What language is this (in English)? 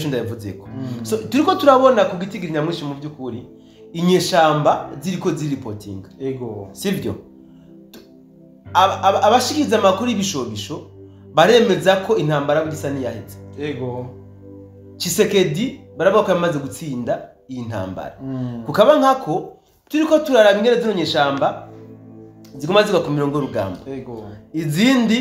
Rundi